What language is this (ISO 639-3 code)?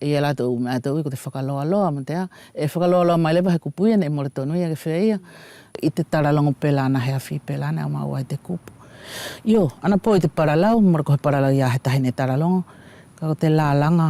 wls